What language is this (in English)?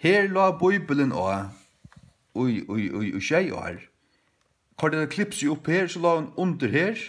Faroese